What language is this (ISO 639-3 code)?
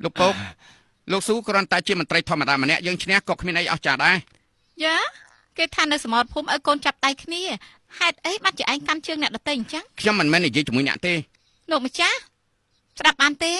khm